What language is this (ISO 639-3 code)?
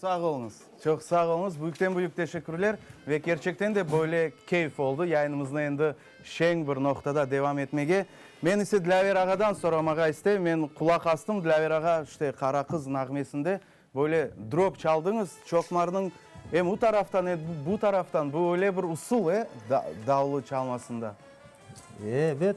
crh